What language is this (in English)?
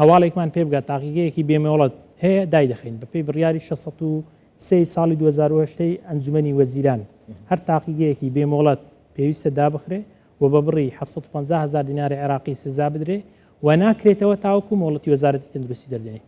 Central Kurdish